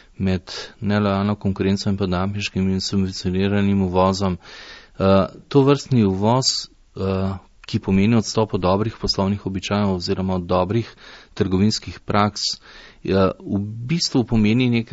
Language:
Slovenian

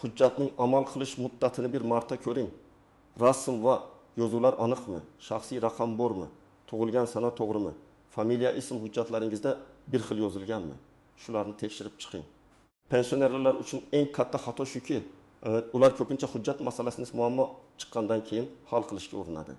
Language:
Uzbek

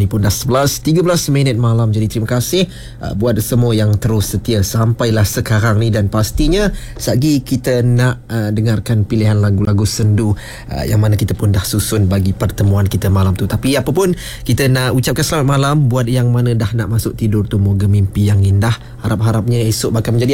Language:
Malay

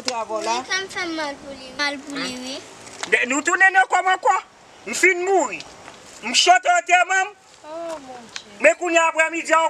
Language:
Haitian Creole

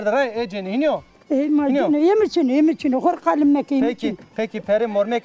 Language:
Zaza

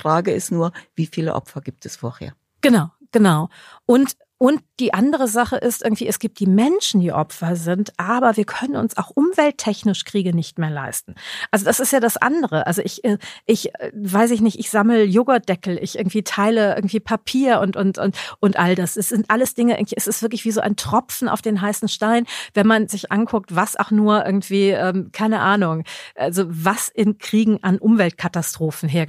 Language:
German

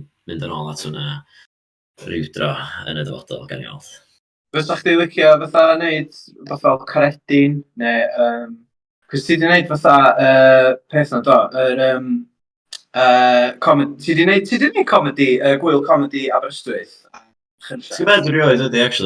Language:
Welsh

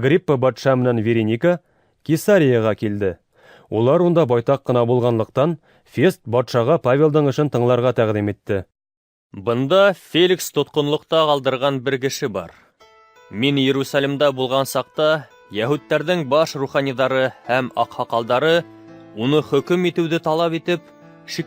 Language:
Bashkir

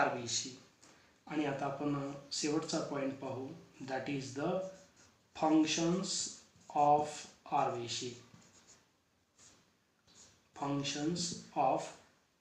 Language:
Marathi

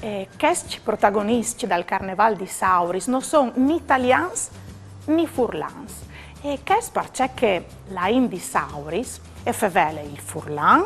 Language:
Friulian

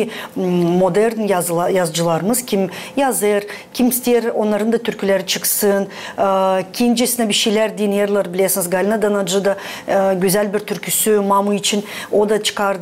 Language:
Gagauz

